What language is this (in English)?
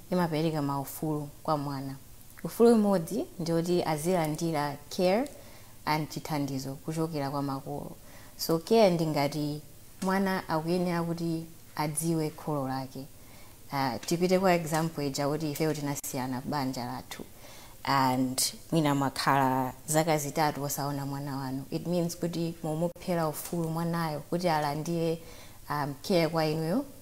Nyanja